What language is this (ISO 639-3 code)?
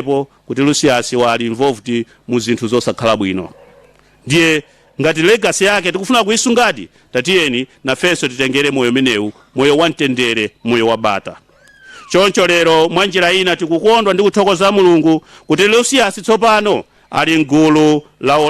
nya